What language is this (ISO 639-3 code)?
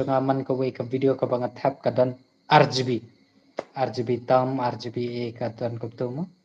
kha